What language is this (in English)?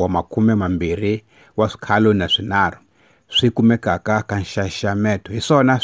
Tsonga